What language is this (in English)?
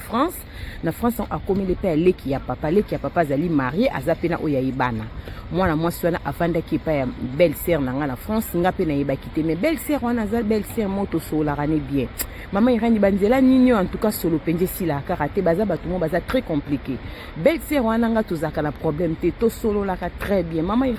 Lingala